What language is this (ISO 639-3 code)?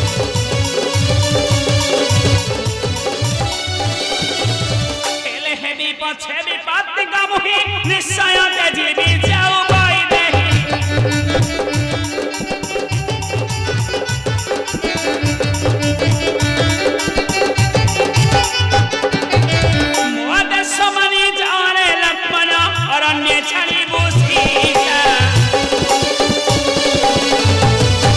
ori